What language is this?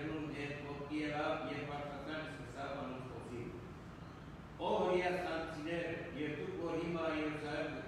Romanian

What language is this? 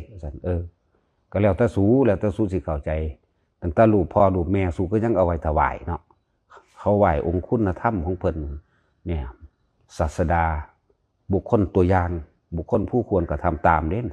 Northeastern Thai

